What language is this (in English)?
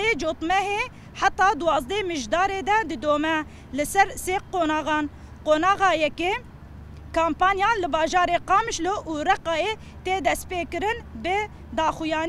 Kurdish